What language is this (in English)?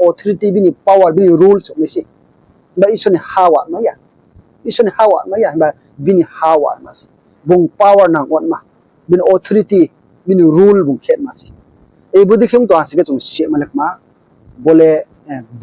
Riang (India)